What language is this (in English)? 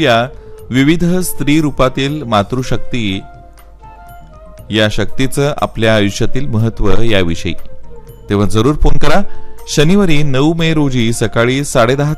Marathi